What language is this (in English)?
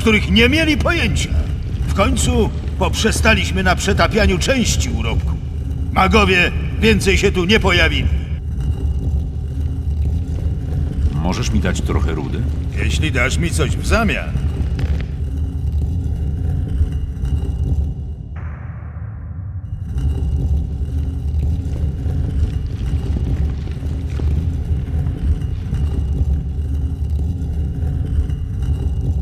Polish